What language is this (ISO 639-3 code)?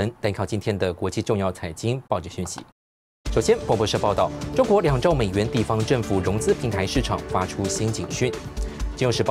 zho